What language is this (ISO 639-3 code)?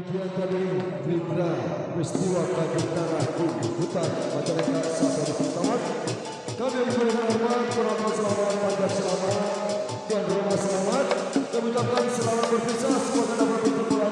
bew